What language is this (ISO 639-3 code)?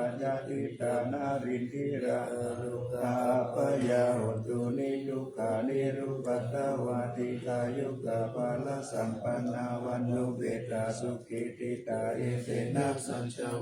pli